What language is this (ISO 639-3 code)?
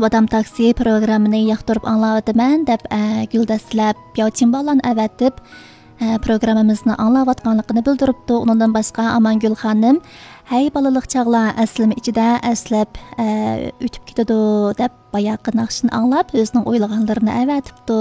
uig